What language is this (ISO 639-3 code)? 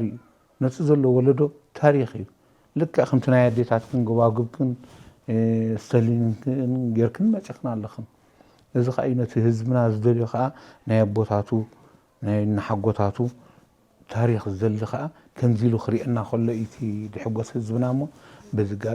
tir